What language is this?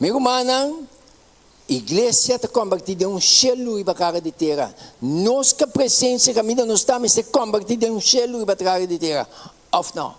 Papiamento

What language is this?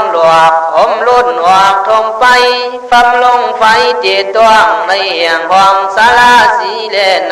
Khün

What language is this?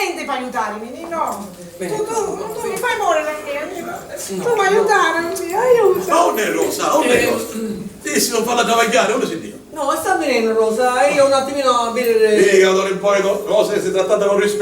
Sicilian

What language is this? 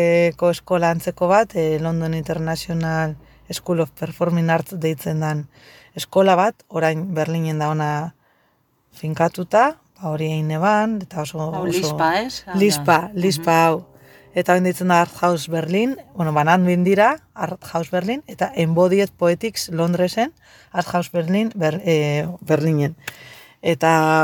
Basque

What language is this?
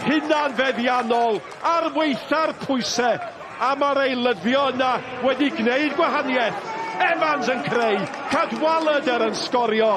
Welsh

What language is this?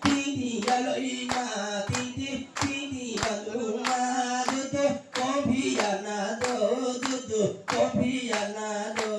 Riang (India)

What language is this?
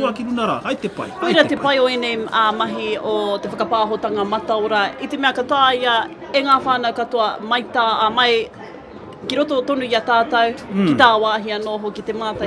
Māori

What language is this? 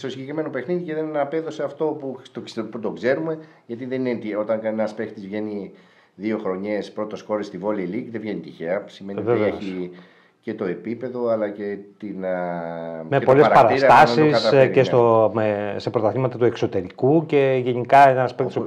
Greek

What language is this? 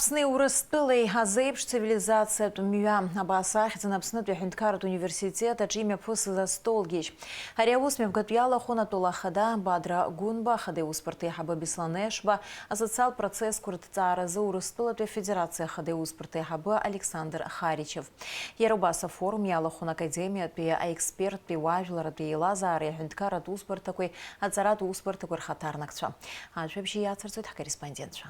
Abkhazian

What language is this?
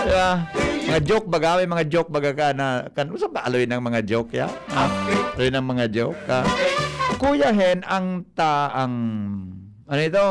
Bikol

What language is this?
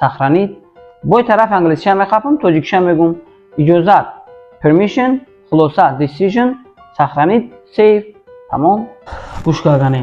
Tajik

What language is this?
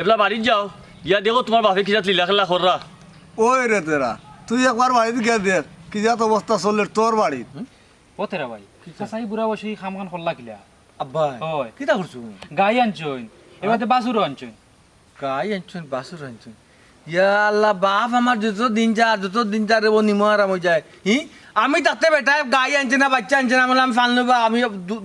Sylheti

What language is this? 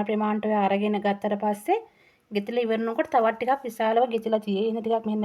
Sinhala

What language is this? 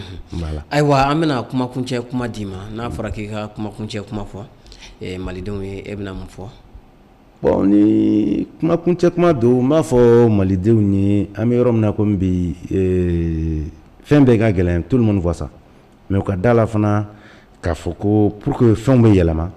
Bambara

